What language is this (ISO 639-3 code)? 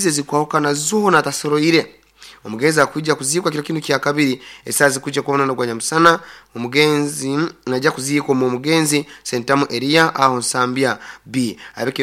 nyn